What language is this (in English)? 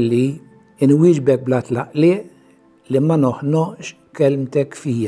Maltese